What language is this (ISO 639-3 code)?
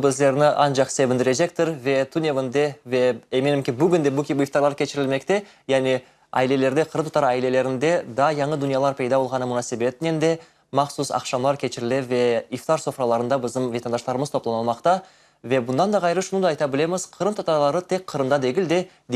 crh